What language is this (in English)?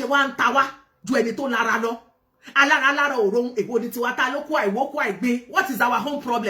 Yoruba